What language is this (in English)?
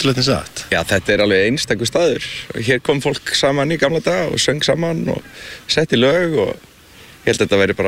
Icelandic